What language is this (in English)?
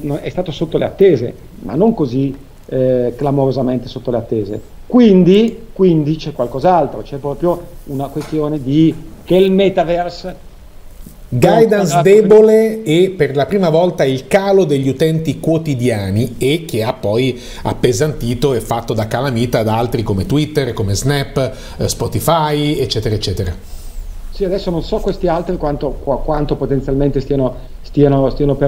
Italian